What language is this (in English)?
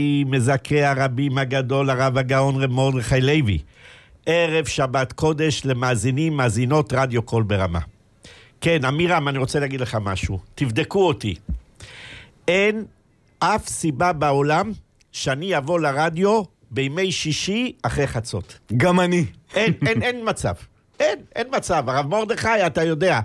Hebrew